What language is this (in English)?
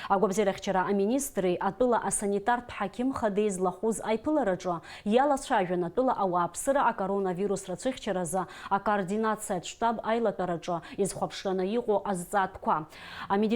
Abkhazian